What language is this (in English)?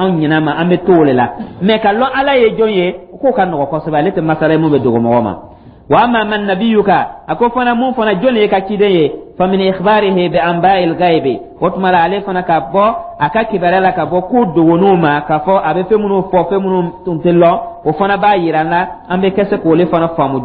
Dyula